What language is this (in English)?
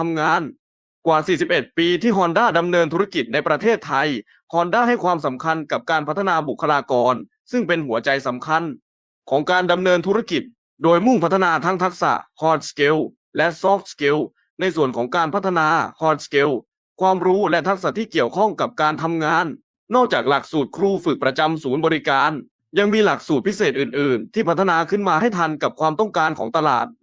Lao